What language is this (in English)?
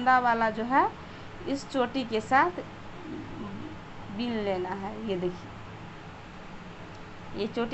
Hindi